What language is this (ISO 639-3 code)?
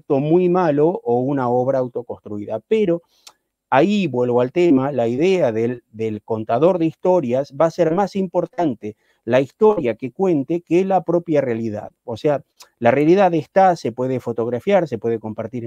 spa